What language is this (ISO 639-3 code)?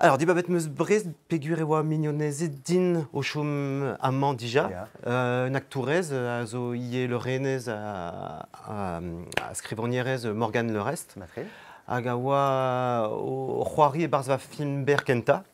bre